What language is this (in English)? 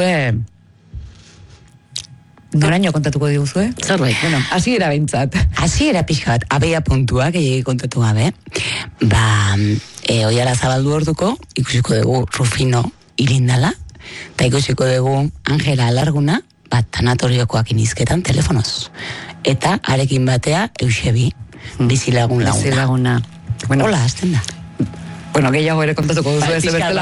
Basque